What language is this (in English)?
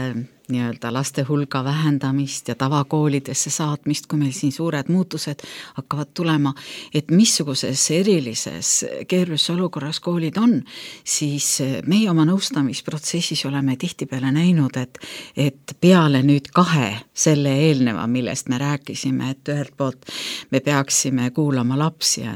Estonian